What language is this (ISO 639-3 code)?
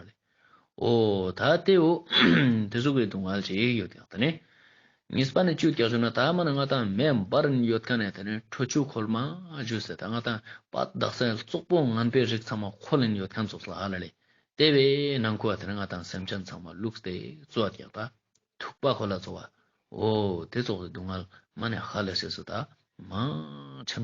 lbj